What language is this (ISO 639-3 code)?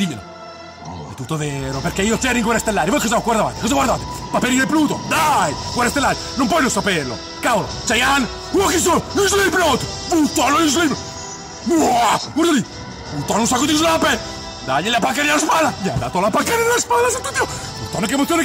ita